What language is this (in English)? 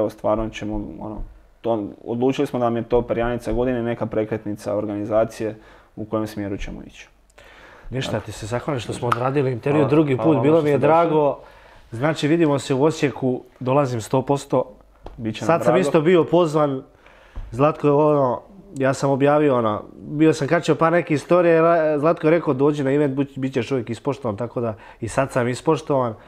Croatian